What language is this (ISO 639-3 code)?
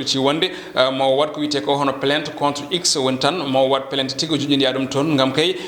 ful